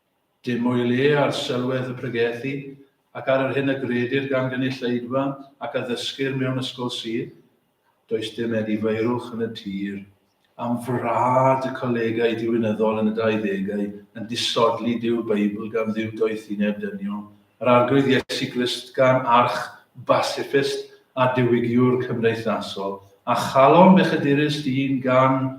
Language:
Welsh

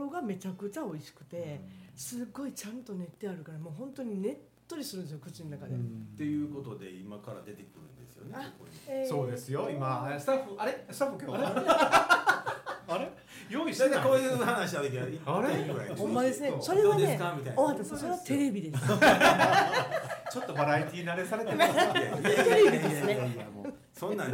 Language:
Japanese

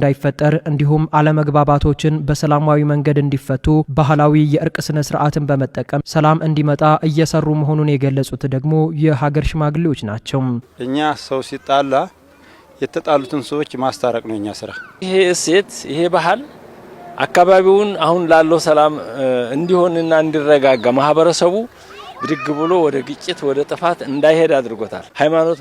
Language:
Amharic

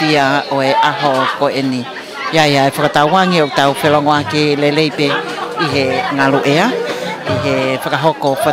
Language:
Tongan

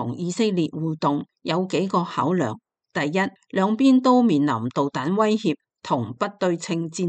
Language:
Cantonese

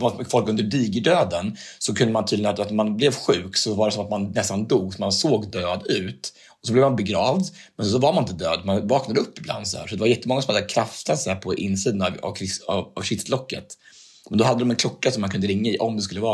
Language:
Swedish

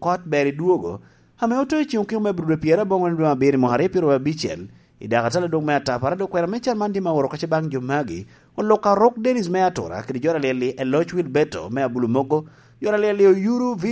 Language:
Lango (Uganda)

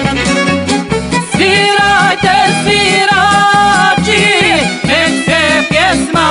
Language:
Croatian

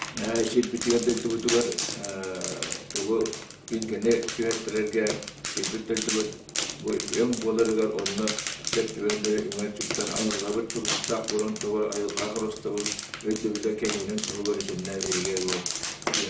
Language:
Yakut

